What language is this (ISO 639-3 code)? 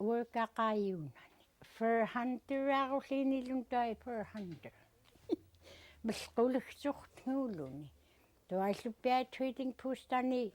esu